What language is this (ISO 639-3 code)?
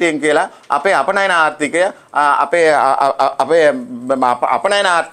sin